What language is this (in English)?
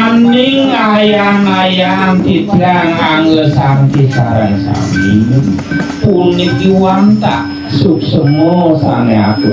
Balinese